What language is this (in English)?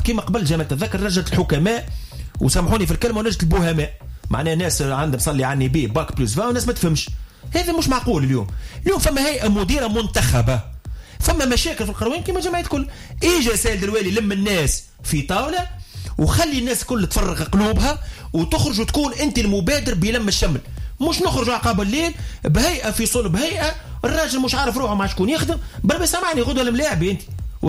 Tunisian Arabic